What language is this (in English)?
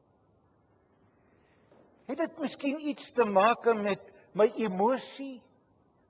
Afrikaans